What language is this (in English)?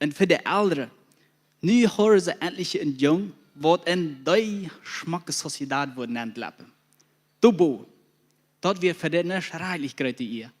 Plautdietsch